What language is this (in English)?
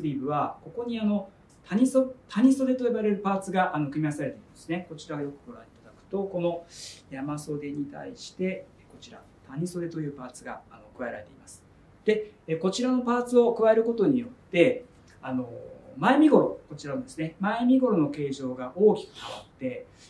Japanese